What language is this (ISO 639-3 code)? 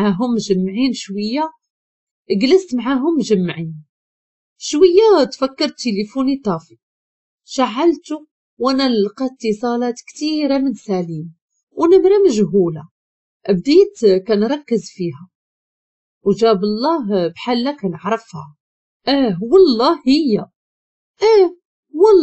ary